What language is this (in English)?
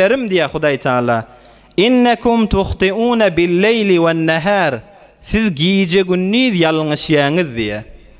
Turkmen